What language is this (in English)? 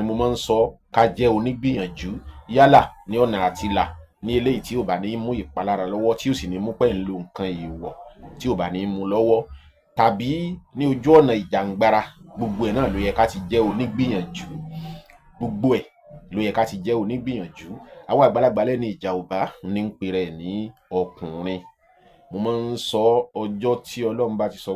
Yoruba